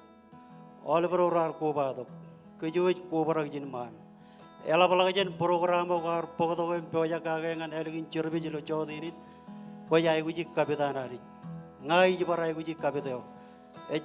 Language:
Marshallese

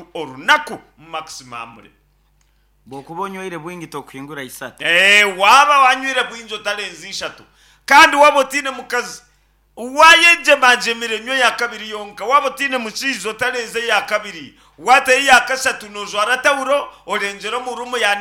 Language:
Nyankole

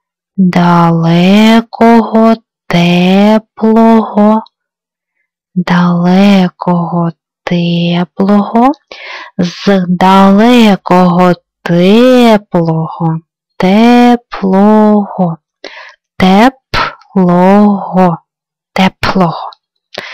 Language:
Ukrainian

